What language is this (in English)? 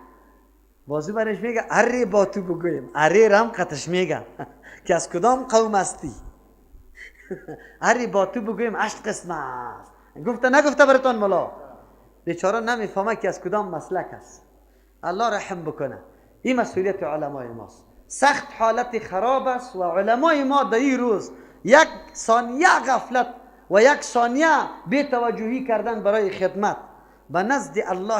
Persian